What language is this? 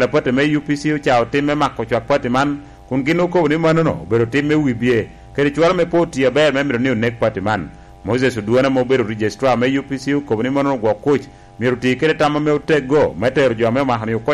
Lango (Uganda)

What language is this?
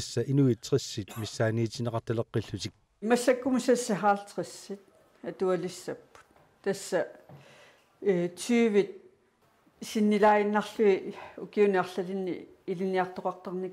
Kalaallisut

